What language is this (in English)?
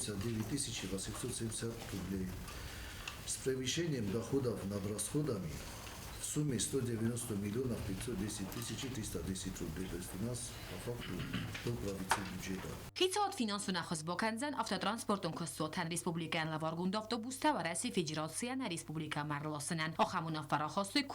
Ossetic